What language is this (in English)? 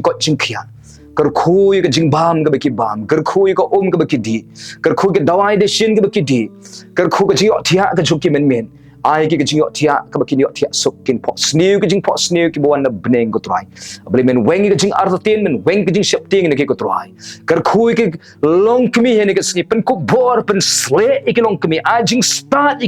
Khasi